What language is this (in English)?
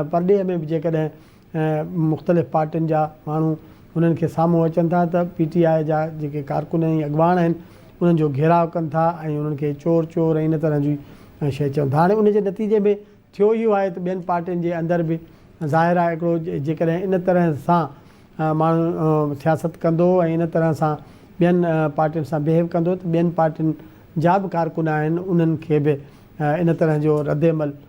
Sindhi